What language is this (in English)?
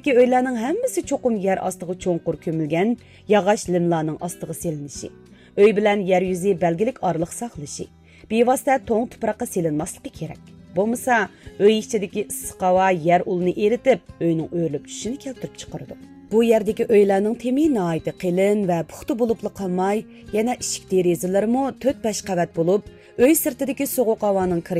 Uyghur